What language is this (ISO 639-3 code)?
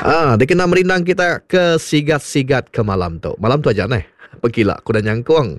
iba